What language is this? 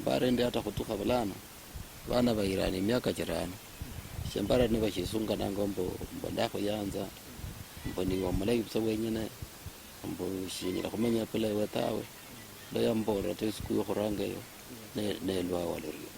Luyia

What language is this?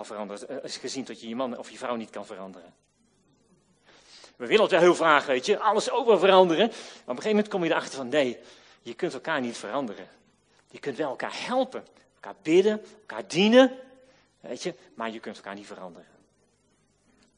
Dutch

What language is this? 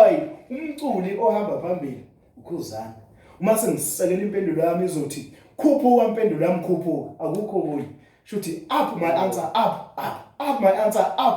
Zulu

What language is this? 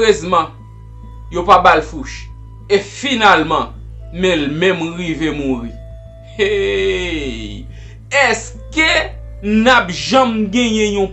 Haitian Creole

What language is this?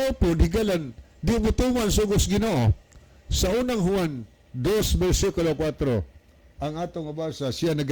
Cebuano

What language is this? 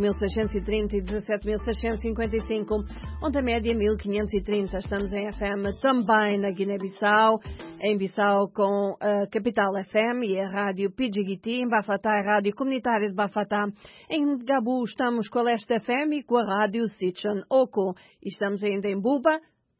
Portuguese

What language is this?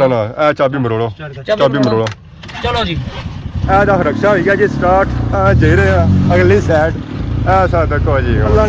Pahari-Potwari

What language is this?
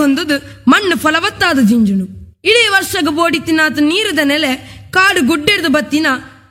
Tulu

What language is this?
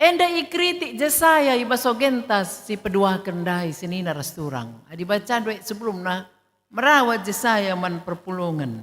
Batak Karo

